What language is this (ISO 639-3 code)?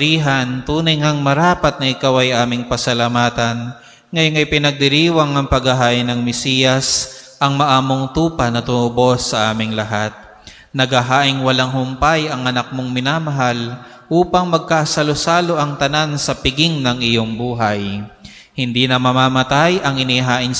fil